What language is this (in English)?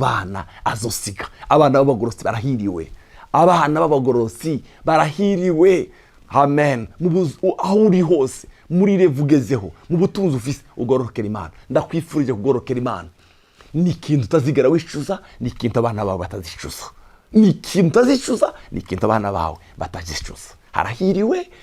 Rundi